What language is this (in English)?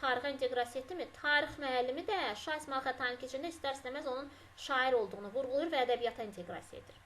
Azerbaijani